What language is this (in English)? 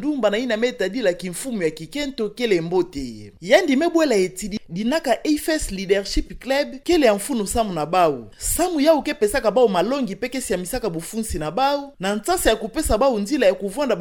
Kituba (Democratic Republic of Congo)